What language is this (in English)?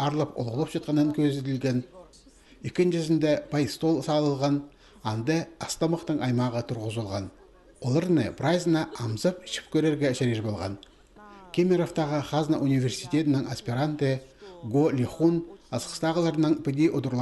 Khakas